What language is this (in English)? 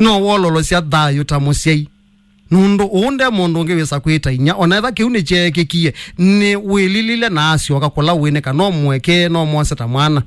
Kamba